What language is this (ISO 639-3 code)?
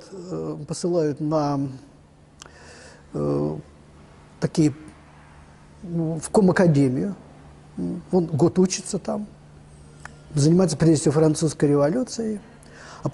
rus